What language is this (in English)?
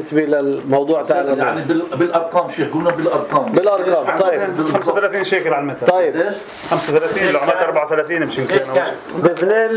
North Levantine Arabic